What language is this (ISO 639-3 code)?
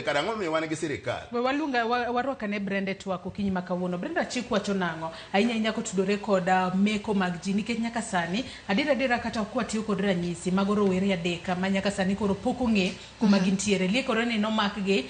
luo